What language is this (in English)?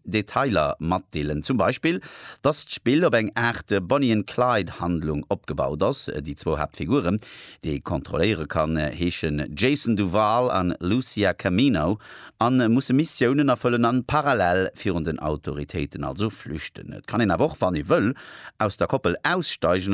Luxembourgish